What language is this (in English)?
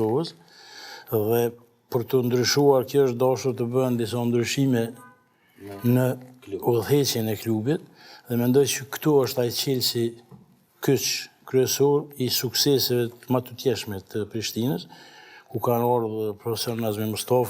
Albanian